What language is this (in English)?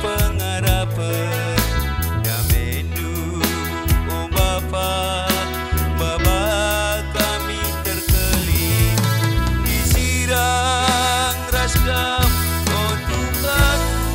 Batak Karo